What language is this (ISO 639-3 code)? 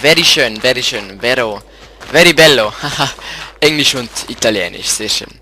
gsw